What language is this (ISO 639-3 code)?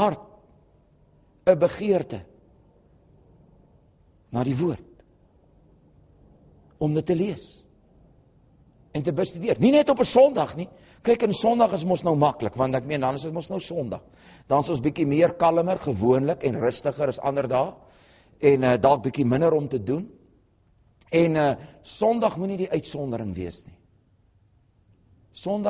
afr